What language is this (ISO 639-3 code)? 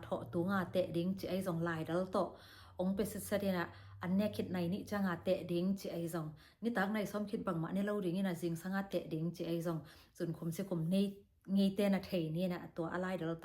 ctd